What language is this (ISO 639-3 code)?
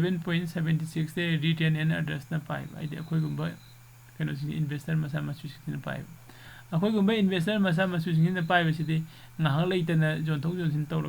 mni